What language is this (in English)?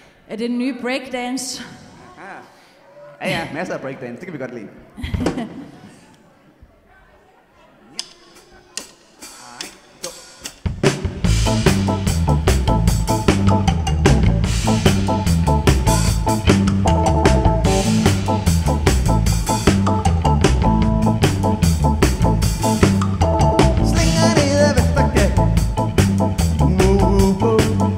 Danish